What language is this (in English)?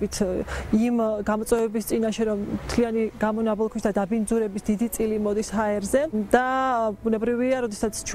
Georgian